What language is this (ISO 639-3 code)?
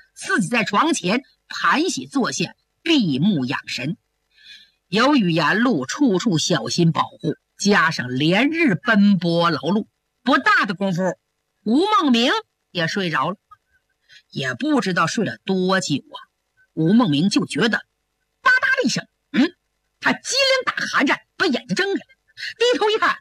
zho